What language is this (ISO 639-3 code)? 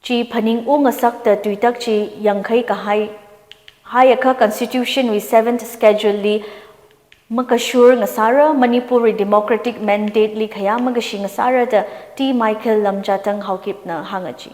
nmf